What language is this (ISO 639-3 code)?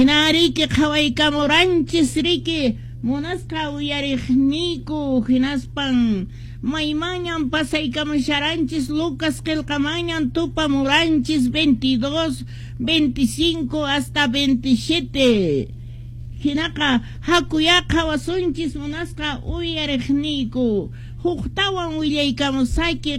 que